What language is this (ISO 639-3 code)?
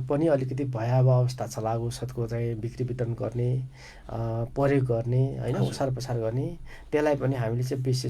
nep